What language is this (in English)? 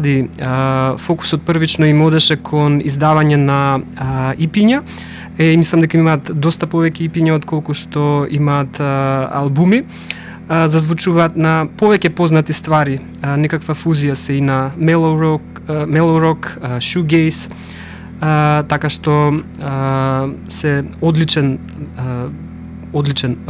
Macedonian